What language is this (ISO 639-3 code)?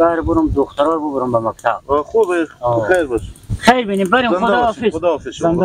fas